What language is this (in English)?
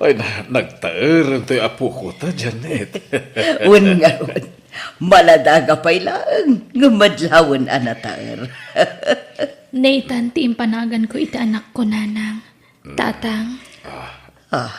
Iloko